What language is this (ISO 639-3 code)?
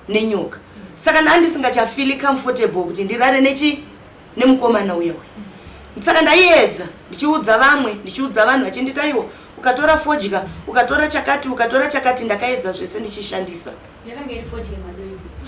sna